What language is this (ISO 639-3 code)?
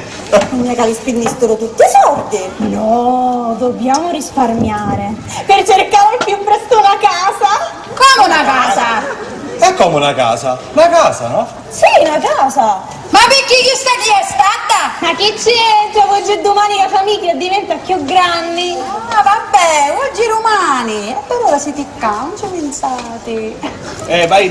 scn